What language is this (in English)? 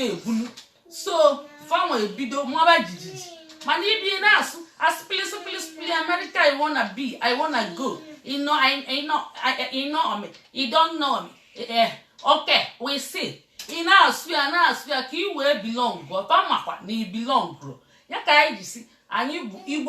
Igbo